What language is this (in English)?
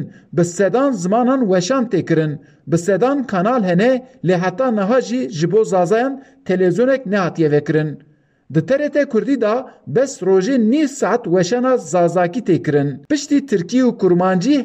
Kurdish